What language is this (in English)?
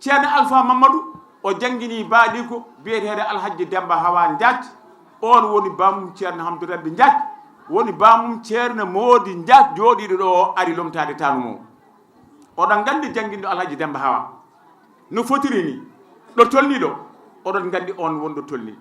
Fula